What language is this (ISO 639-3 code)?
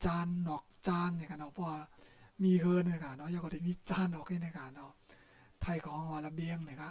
shn